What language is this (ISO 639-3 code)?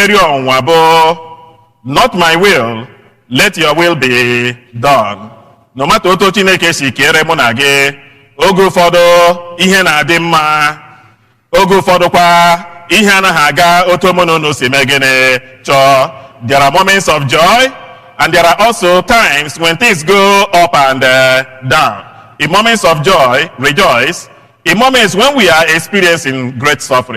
ibo